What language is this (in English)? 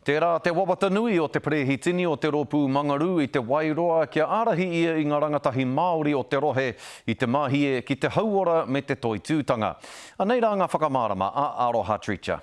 Māori